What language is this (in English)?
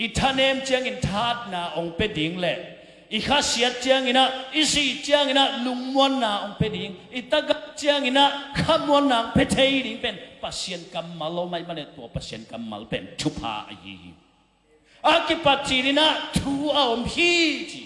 Tedim Chin